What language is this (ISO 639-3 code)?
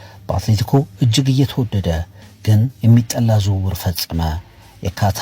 amh